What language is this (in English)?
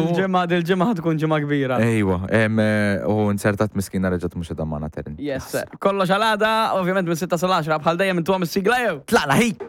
Maltese